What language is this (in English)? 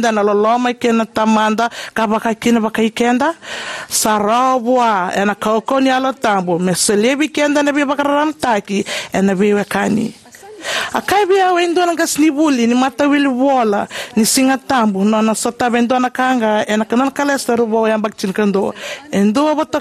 Fijian